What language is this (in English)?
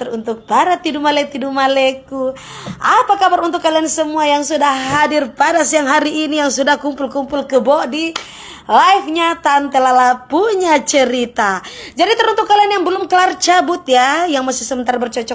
Manado Malay